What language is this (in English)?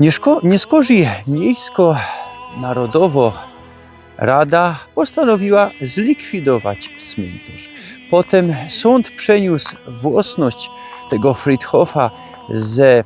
Silesian